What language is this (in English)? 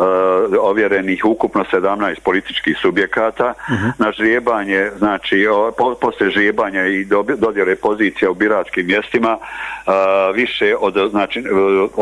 Bosnian